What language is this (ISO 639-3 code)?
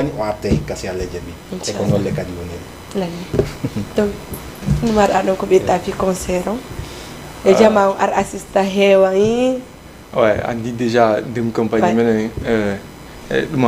ful